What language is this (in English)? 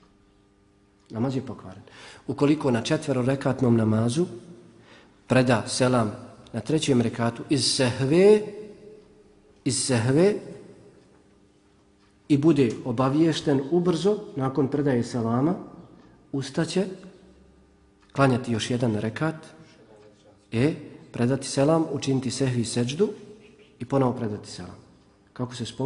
Bosnian